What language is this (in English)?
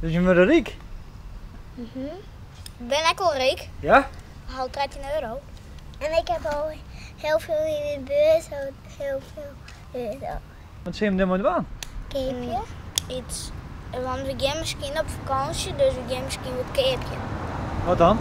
Western Frisian